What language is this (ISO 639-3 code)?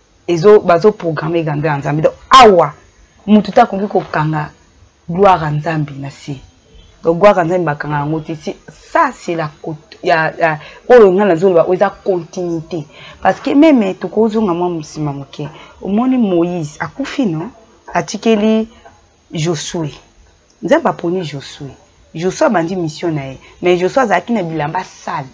lin